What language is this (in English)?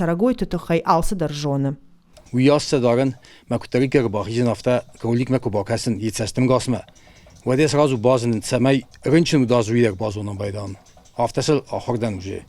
Ossetic